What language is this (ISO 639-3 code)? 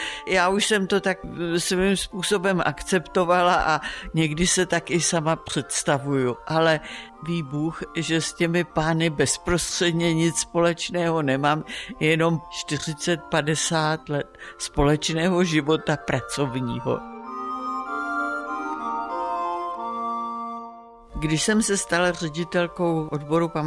ces